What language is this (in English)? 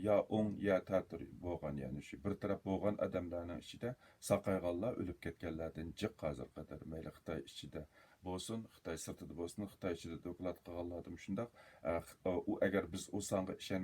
Uyghur